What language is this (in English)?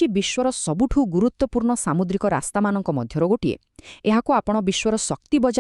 Odia